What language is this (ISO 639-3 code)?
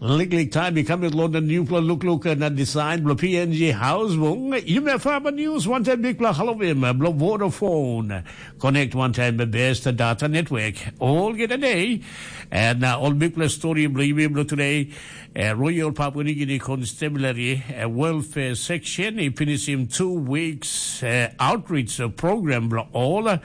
tpi